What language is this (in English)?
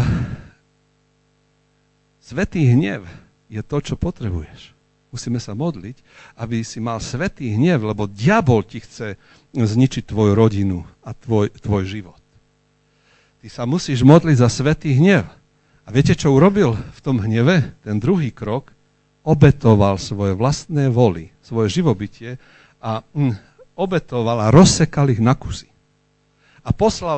Slovak